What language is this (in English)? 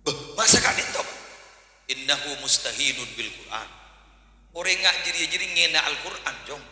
Madurese